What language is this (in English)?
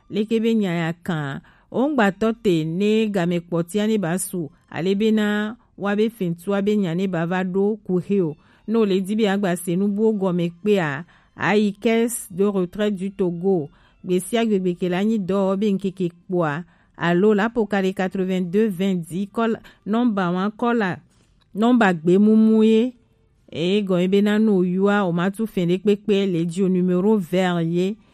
Gen